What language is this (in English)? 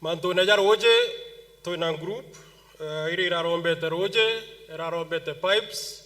Meru